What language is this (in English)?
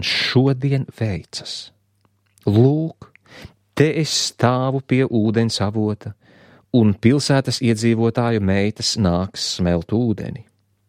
Latvian